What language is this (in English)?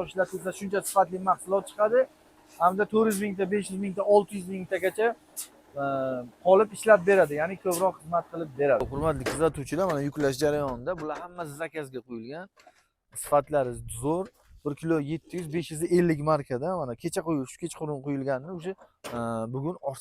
Uzbek